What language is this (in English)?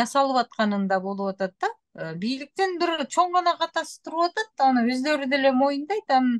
Kyrgyz